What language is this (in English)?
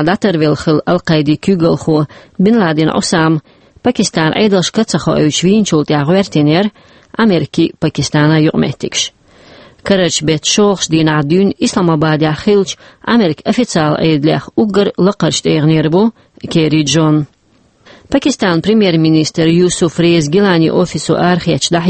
Chechen